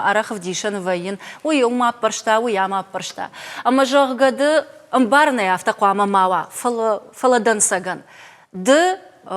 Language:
Ossetic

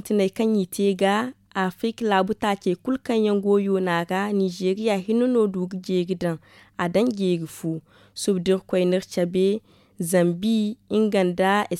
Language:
Zarma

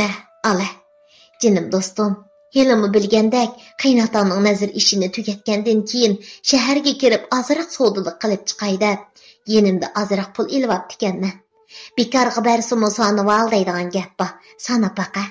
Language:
Uyghur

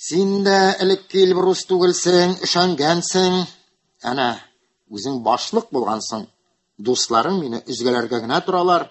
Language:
Tatar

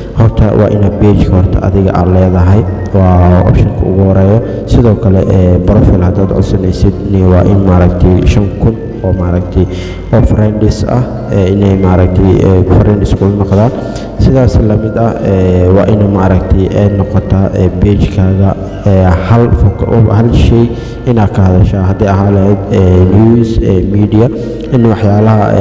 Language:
Somali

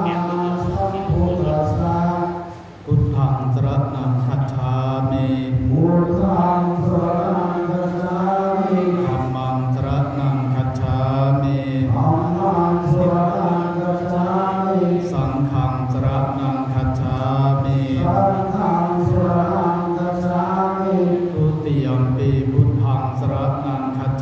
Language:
Pali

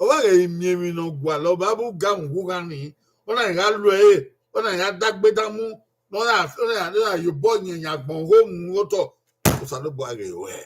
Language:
Bini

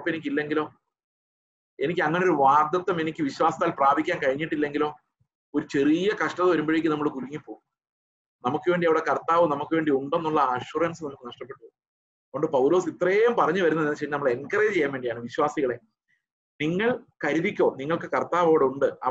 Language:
Malayalam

